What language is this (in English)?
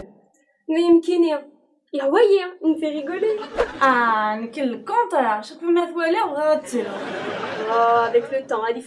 Kabyle